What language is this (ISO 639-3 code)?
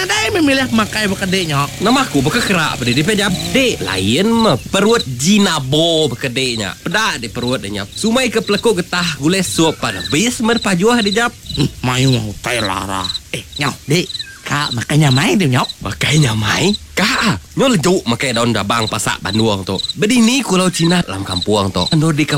iba